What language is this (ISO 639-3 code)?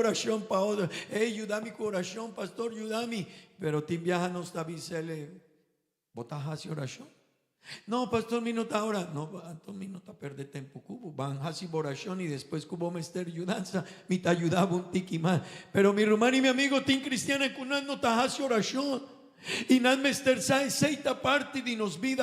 pap